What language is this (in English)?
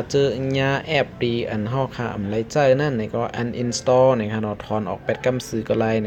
Shan